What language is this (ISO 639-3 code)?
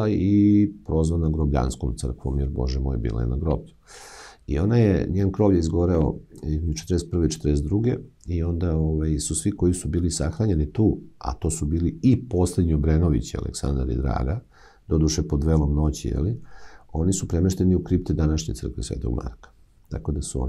srp